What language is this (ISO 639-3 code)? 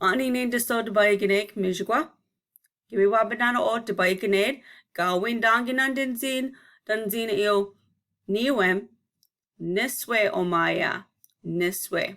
ciw